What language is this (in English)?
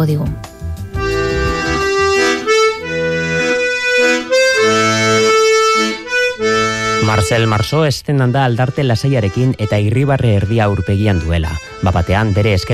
Basque